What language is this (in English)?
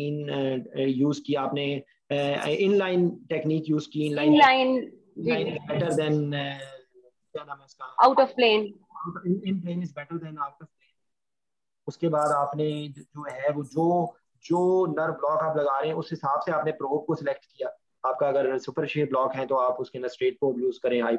Hindi